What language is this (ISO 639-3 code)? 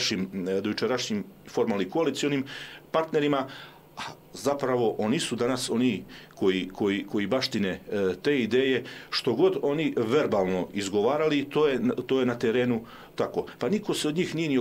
srp